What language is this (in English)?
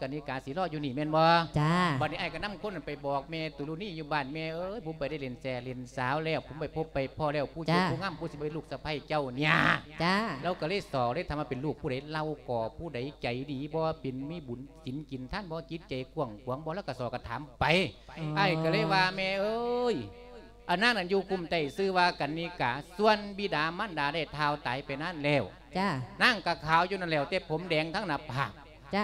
Lao